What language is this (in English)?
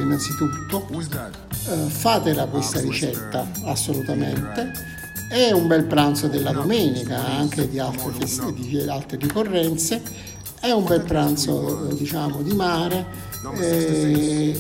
Italian